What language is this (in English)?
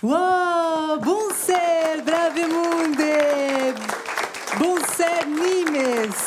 Occitan